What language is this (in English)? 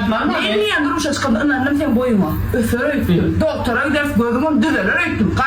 Turkmen